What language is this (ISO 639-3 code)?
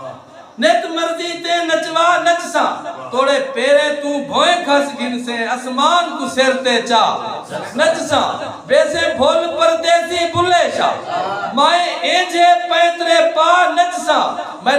skr